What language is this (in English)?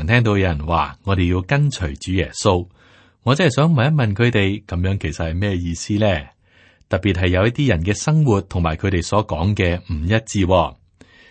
Cantonese